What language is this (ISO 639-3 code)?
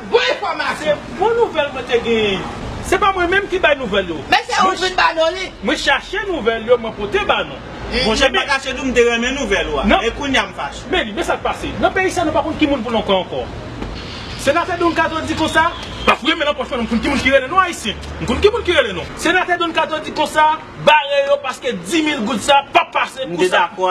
hat